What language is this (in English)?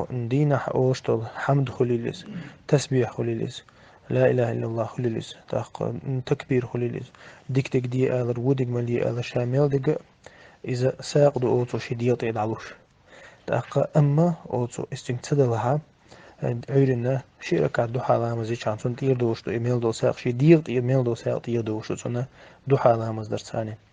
Chechen